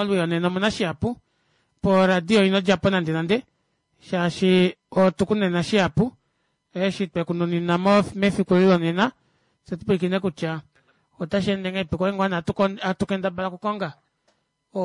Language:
Kuanyama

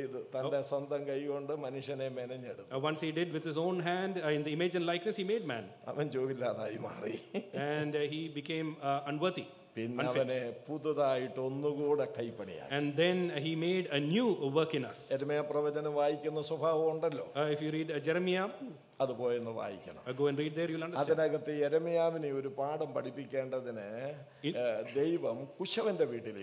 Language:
Malayalam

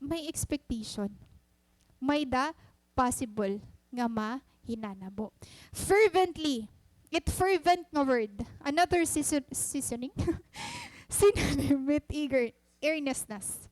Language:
Waray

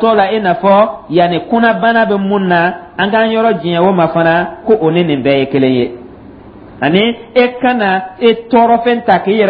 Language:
Dyula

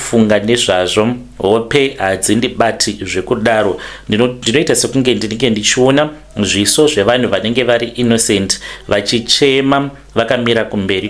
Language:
Shona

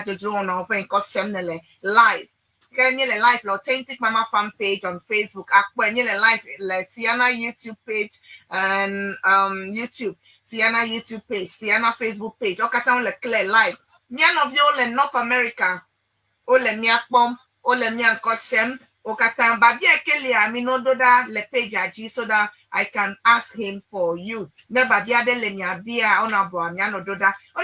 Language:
Ewe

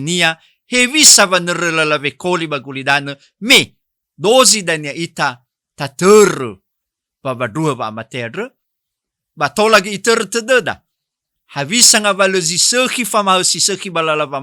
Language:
Nias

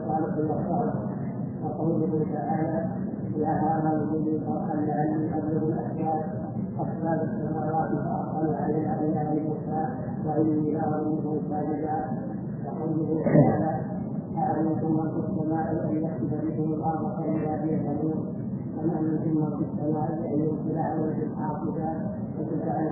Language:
Arabic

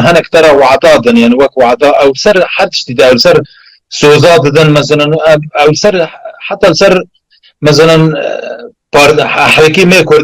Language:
Kurdish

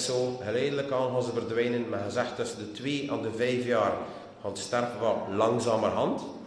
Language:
Dutch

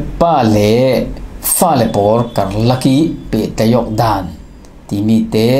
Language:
Falam Chin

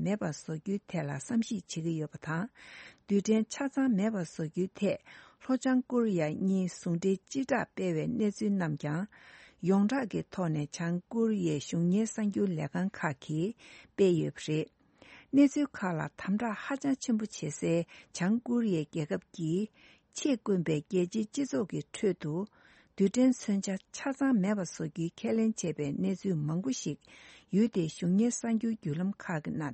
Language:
Tibetan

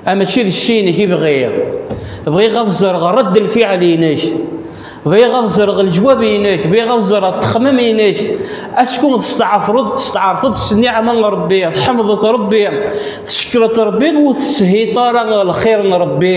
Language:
Kabyle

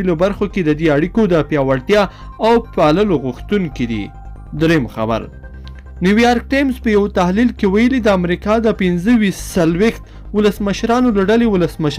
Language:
Pashto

